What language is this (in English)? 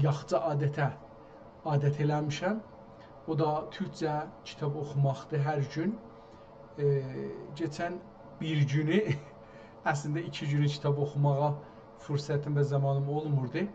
South Azerbaijani